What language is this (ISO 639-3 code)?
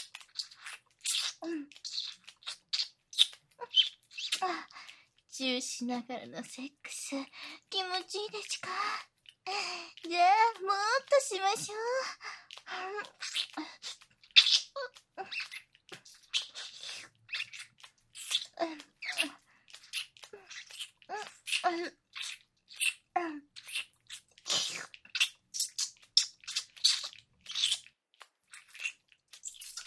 jpn